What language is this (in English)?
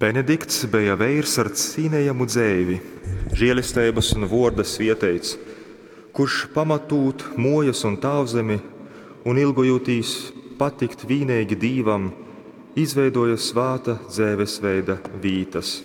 Latgalian